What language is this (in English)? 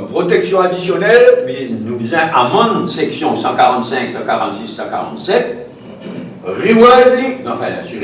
Morisyen